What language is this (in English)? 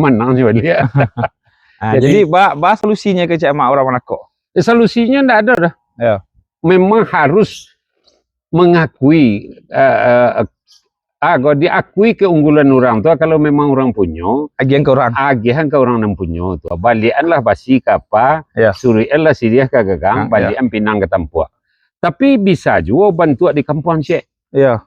Minangkabau